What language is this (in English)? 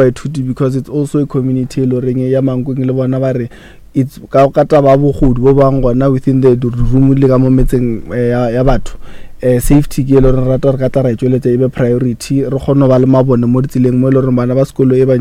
Northern Sotho